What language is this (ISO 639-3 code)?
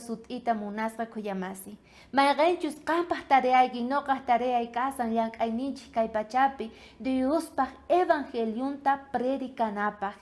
quh